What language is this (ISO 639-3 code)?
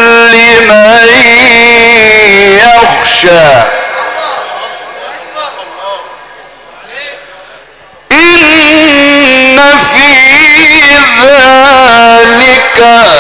ara